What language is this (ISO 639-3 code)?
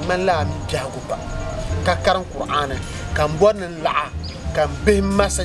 dag